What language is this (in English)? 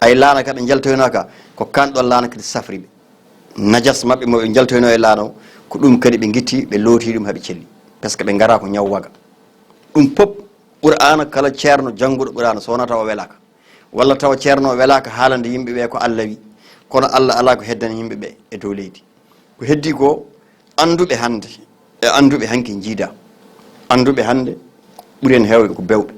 Fula